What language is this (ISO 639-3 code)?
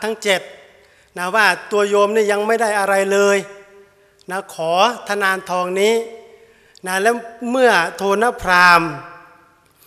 tha